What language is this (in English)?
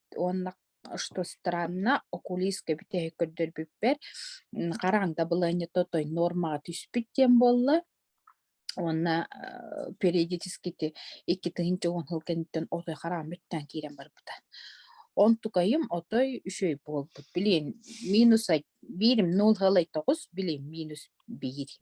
Yakut